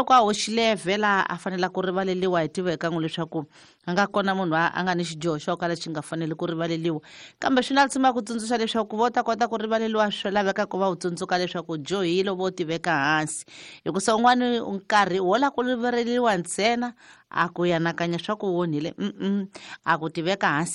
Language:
Tsonga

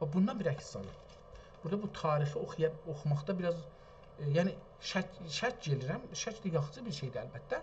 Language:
South Azerbaijani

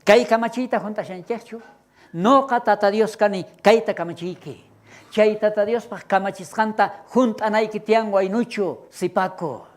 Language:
South Bolivian Quechua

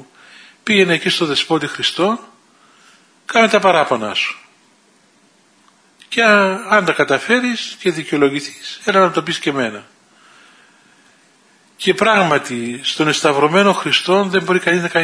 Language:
Greek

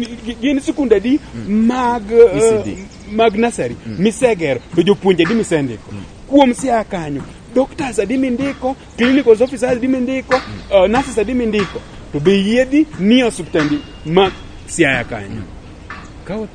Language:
Luo (Kenya and Tanzania)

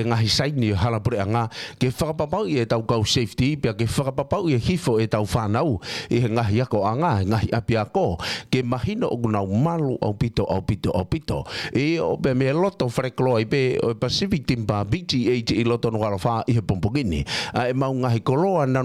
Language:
Tongan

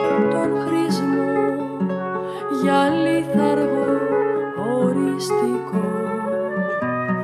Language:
Greek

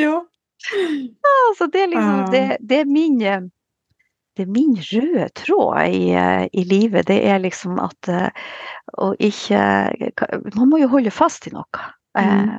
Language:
Norwegian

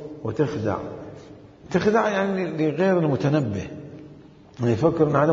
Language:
Mesopotamian Arabic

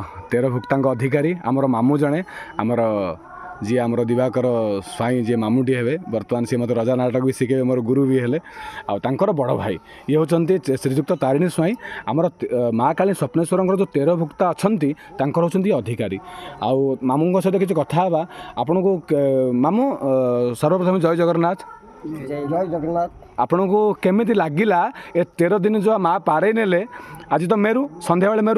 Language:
Odia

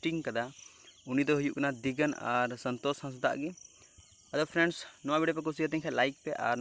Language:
Santali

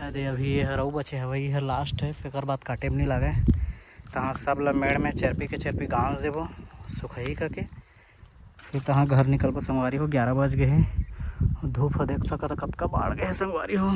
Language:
Chhattisgarhi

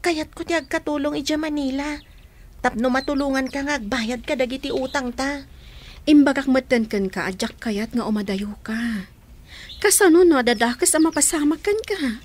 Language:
Iloko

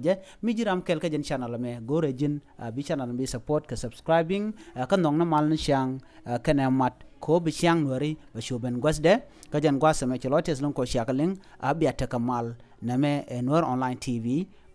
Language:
Nuer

